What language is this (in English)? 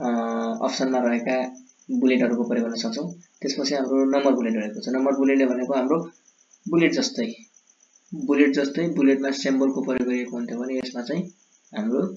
Nepali